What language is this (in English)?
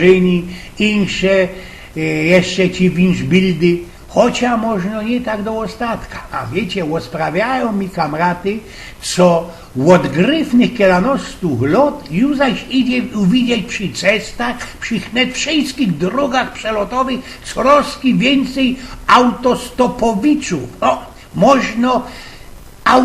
Silesian